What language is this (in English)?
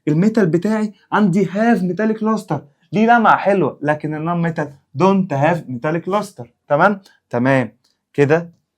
Egyptian Arabic